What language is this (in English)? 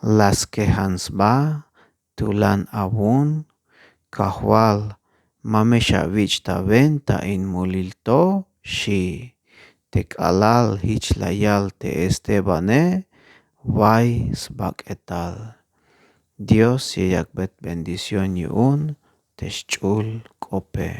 Tzeltal